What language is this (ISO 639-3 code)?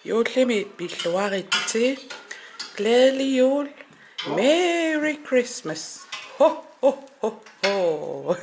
kal